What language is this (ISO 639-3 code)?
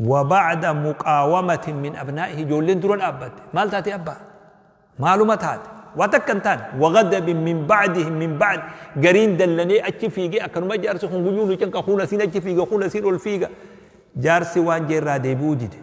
orm